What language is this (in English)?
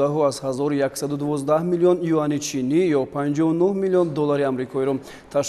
Tajik